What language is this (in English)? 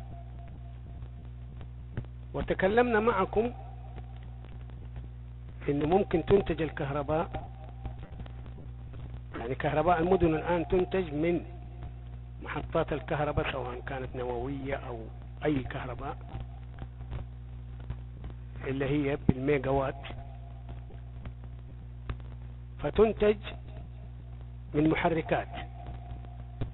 Arabic